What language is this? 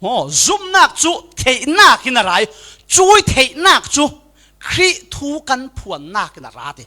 Falam Chin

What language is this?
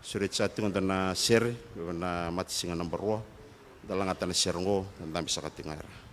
Fijian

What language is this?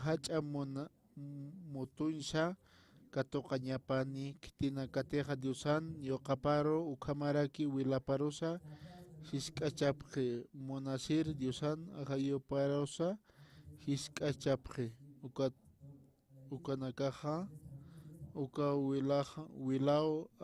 Aymara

